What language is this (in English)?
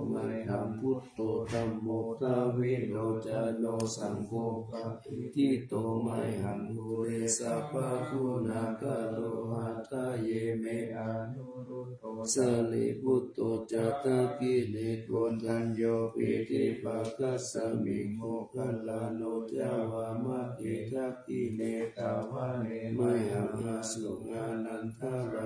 Pali